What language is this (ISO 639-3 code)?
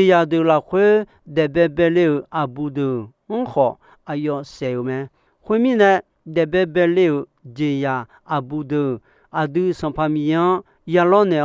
ahk